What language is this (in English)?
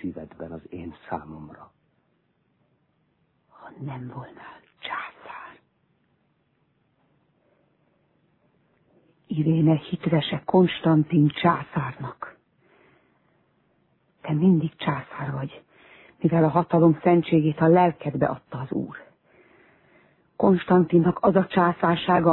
Hungarian